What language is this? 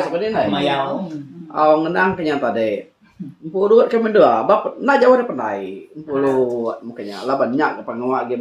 Iban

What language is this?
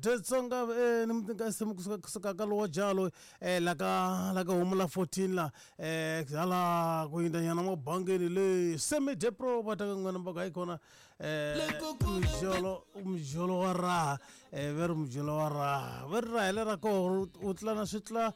Tsonga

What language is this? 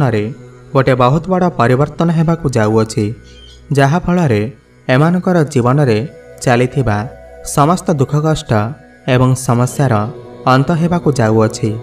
Odia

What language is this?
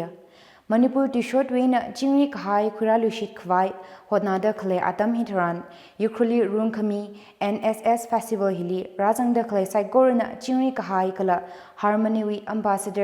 Tangkhul Naga (India)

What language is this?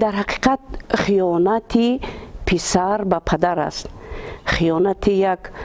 Tajik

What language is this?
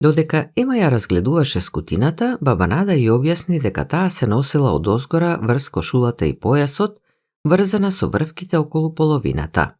Macedonian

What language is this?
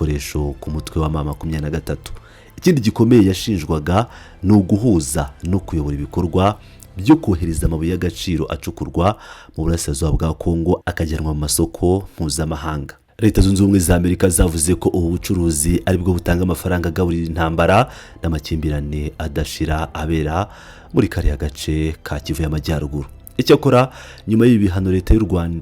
Kinyarwanda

